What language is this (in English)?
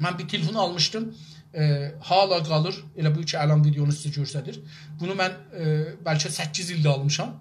South Azerbaijani